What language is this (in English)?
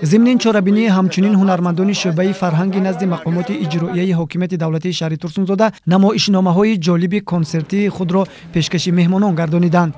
Tajik